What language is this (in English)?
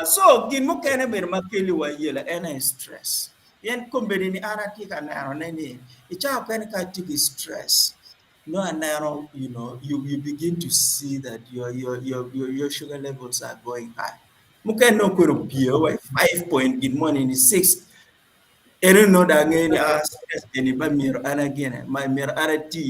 Acoli